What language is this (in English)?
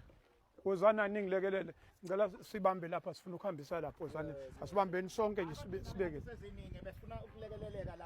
Zulu